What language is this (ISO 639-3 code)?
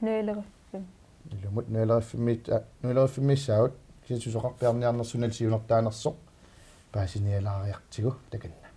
kal